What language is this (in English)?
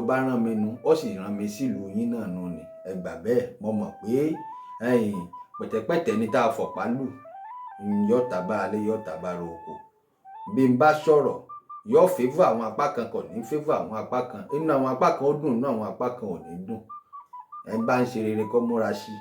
Yoruba